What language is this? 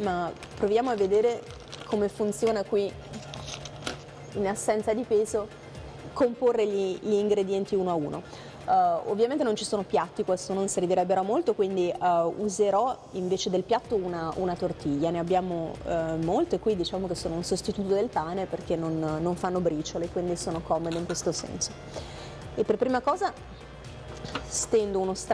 Italian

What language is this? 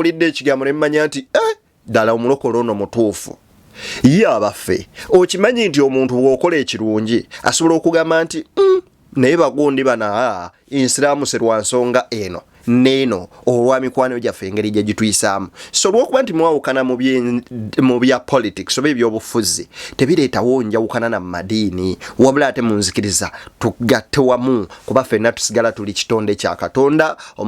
Ganda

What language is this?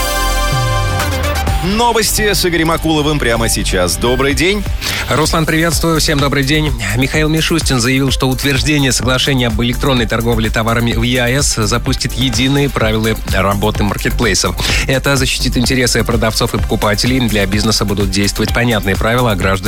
Russian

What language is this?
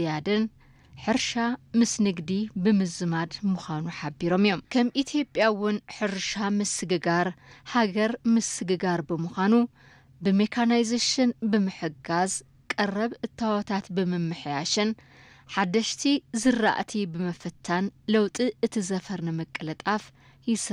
Tigrinya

